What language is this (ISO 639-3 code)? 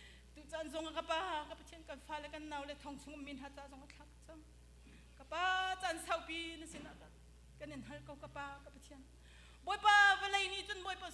cnh